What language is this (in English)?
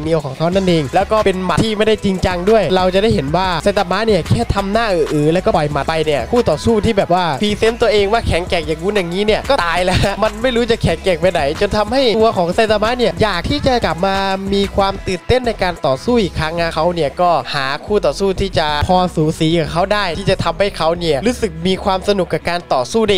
Thai